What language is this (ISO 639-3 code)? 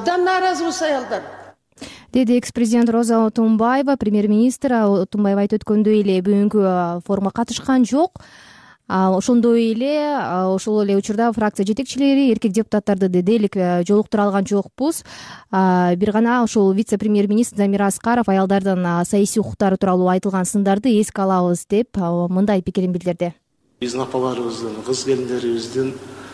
kir